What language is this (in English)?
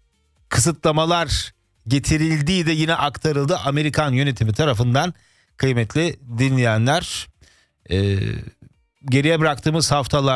Turkish